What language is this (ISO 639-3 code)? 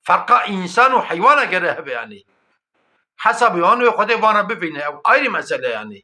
kur